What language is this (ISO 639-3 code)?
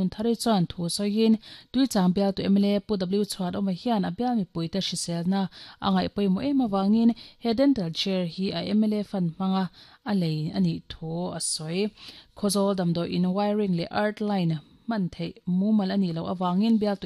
lus